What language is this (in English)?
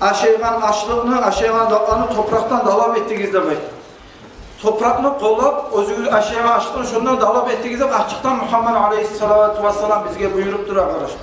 Kumyk